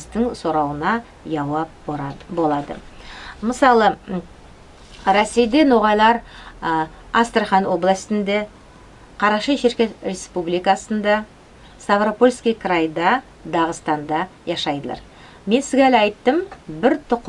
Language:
Nogai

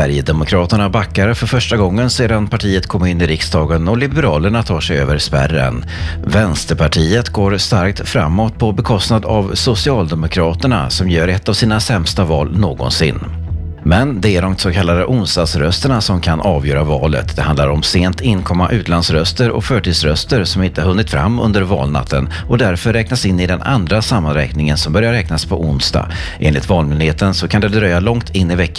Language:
Swedish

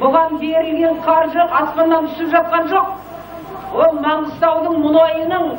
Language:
Kazakh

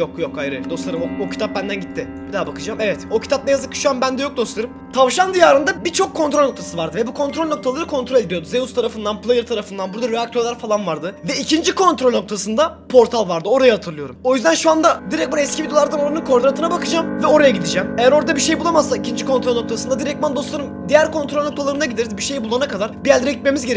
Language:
Turkish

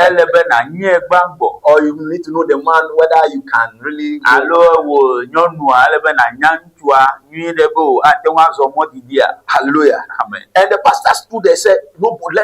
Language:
Ewe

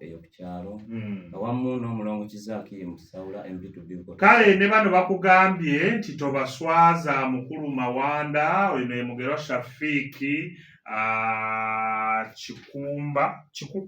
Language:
Ganda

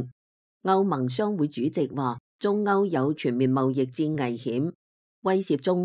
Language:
Cantonese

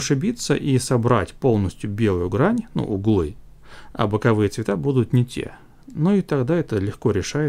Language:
Russian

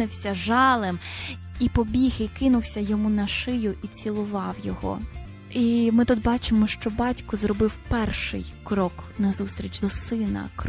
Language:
Ukrainian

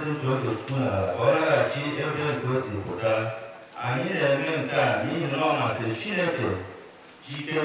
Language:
Igbo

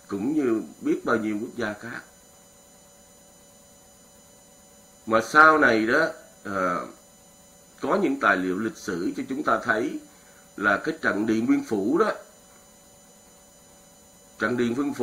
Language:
Vietnamese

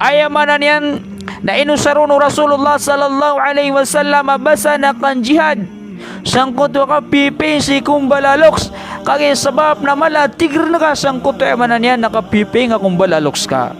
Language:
Maranao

